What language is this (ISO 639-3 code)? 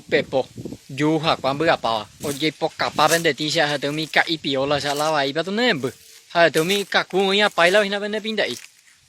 grn